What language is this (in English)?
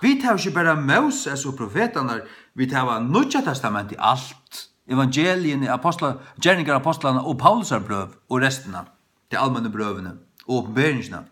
Faroese